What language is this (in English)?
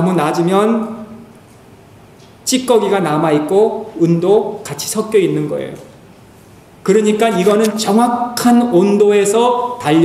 Korean